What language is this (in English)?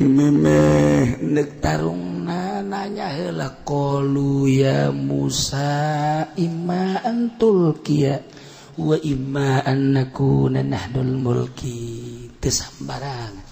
Sundanese